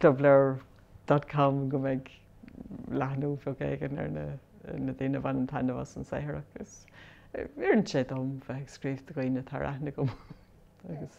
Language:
Irish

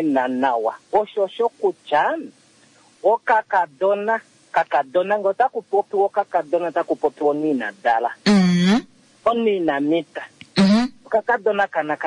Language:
Kuanyama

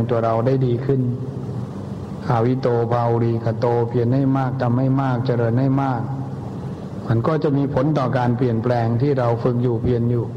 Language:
Thai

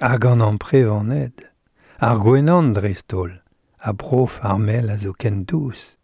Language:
Breton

